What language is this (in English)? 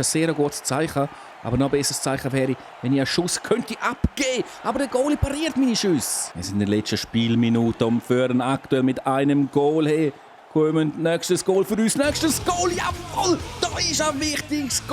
Swiss German